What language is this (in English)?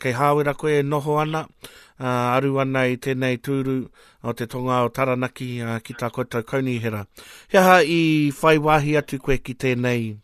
Māori